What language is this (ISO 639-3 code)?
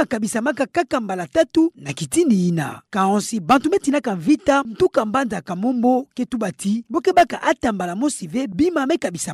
ktu